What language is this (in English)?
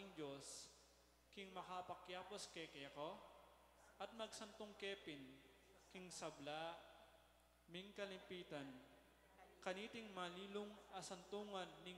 Pampanga